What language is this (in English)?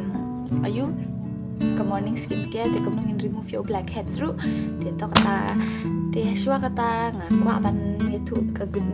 Khasi